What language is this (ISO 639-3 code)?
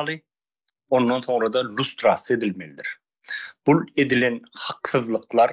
tuk